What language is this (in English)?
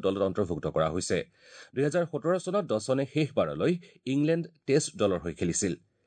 Assamese